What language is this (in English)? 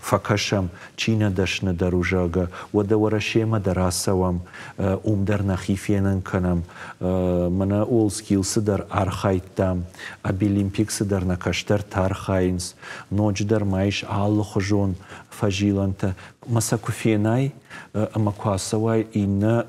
Ossetic